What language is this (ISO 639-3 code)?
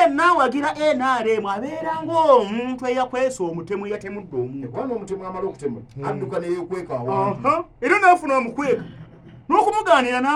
lug